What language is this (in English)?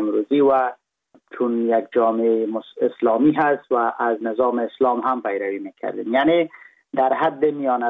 Persian